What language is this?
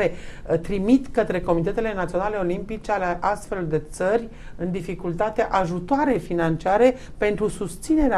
Romanian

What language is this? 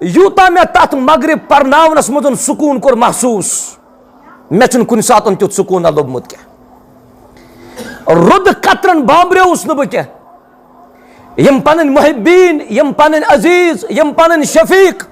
Kashmiri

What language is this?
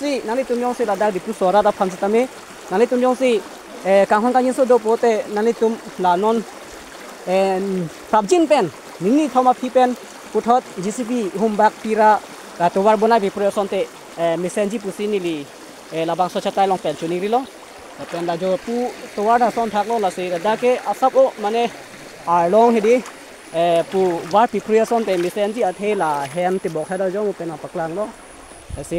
Karbi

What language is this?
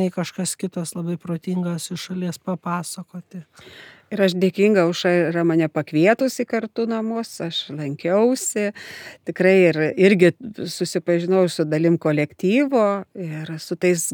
Lithuanian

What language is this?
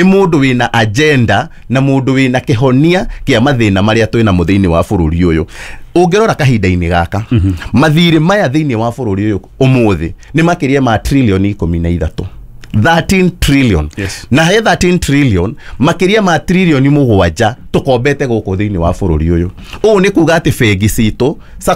Kikuyu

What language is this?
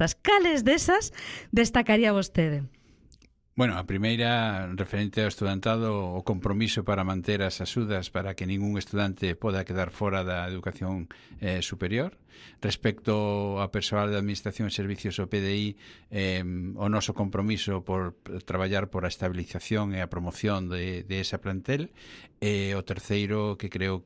Galician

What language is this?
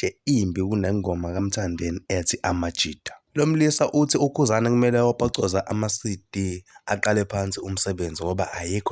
Zulu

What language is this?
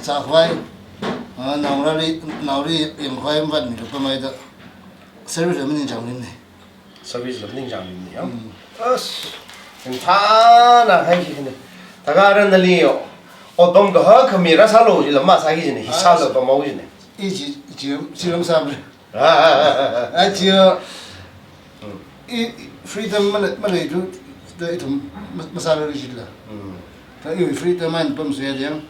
Tangkhul Naga (India)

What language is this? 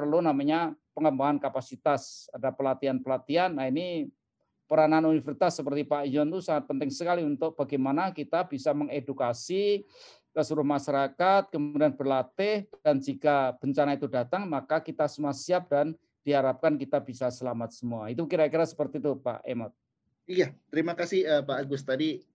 Indonesian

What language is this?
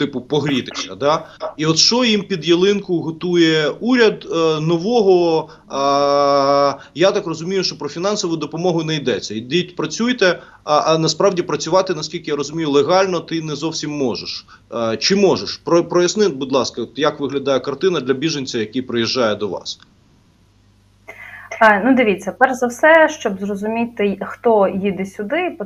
Ukrainian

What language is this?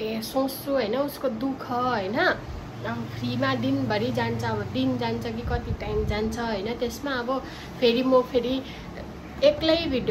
Nepali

